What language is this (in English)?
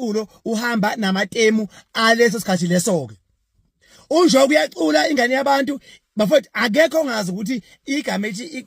Zulu